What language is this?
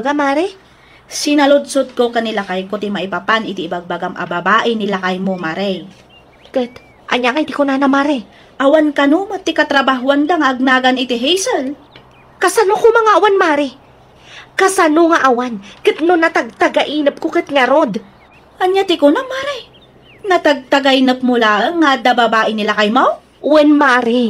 Iloko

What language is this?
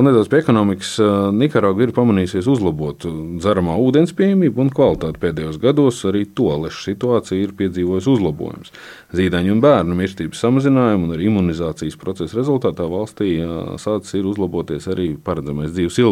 Latvian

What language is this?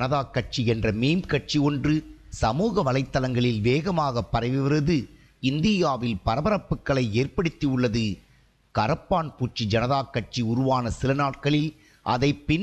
Tamil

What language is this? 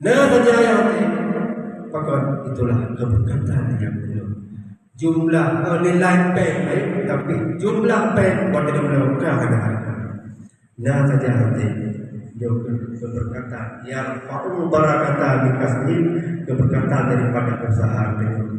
Achinese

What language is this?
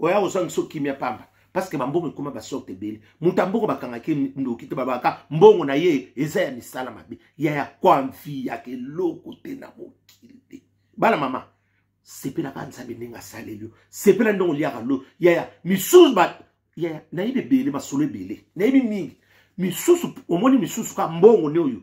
Lingala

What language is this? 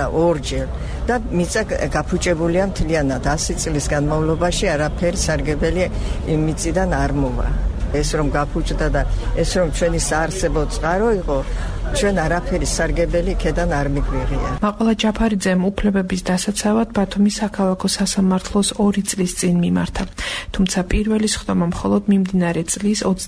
Georgian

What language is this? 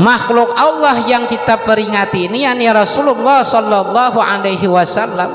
Banjar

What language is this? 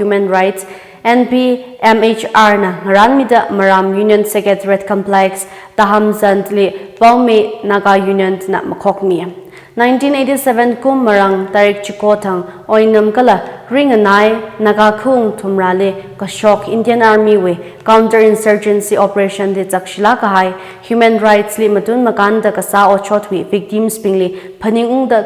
Tangkhul Naga (India)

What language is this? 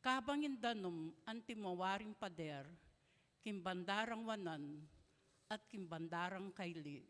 Pampanga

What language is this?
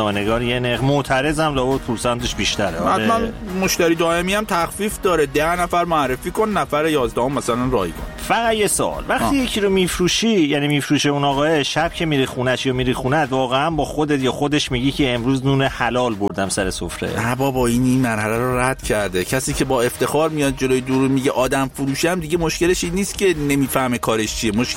Persian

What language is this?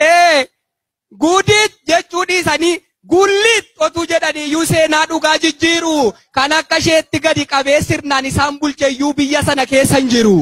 Oromo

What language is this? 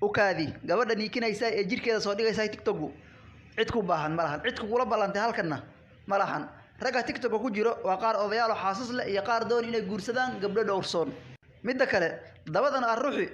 Somali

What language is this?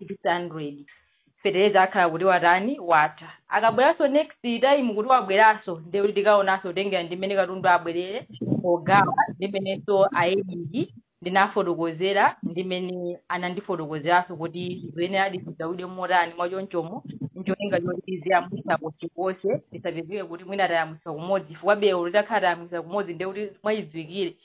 Nyanja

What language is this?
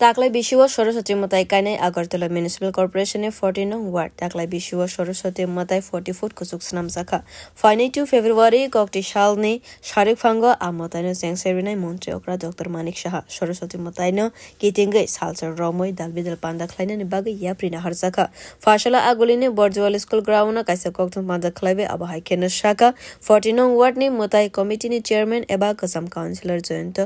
Kok Borok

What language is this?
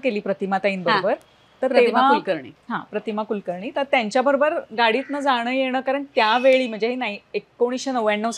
Marathi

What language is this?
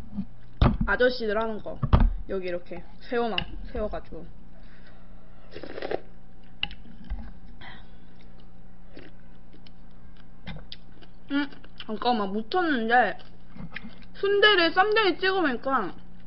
Korean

